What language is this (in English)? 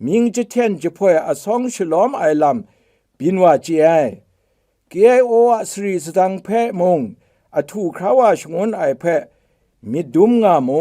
Kachin